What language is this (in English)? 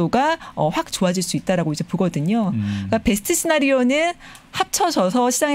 Korean